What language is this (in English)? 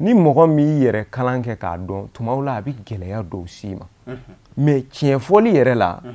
Bambara